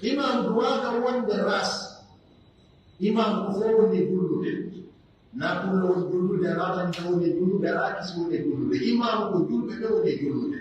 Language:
Pular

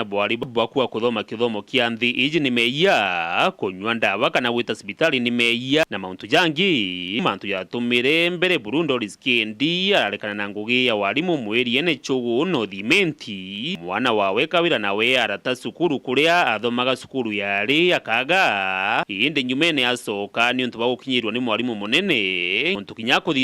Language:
Meru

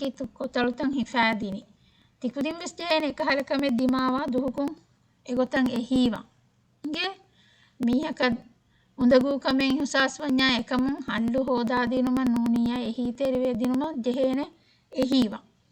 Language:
Divehi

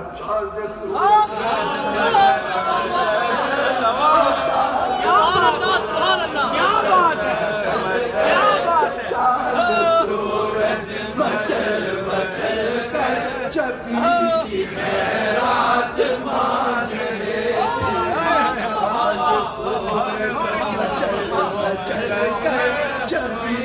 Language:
Urdu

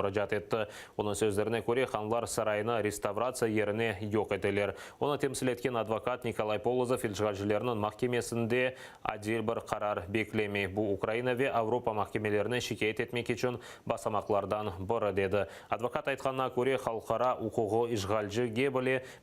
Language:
Crimean Tatar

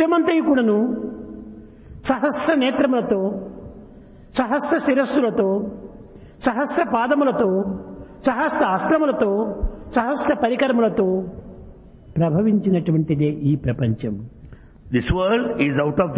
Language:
Telugu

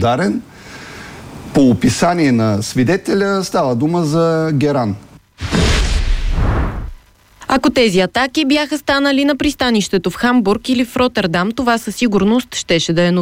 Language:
Bulgarian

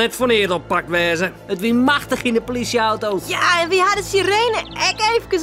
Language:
Western Frisian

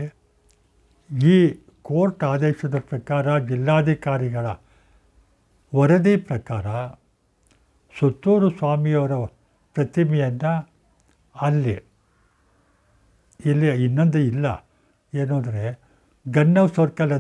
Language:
Kannada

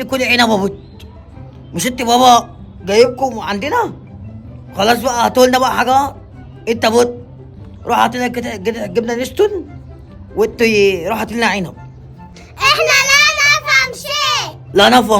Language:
Egyptian Arabic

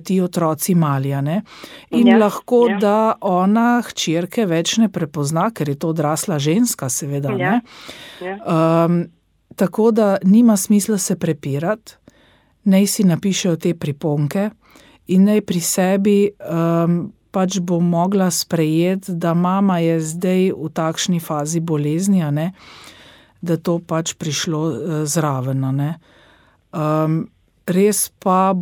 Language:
Slovenian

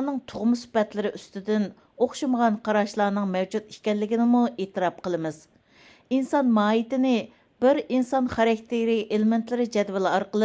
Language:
Uyghur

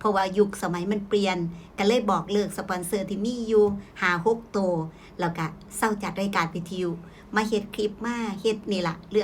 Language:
Northeastern Thai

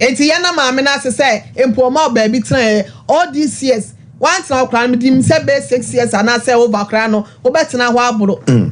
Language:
Akan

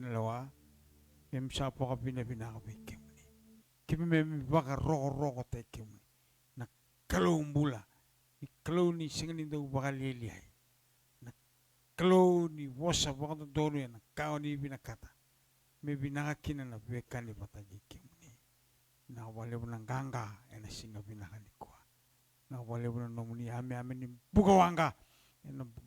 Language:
Fijian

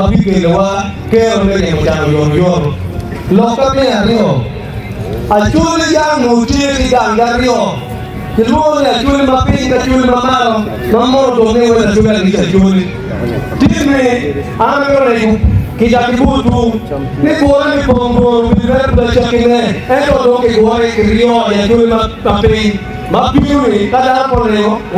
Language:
Acoli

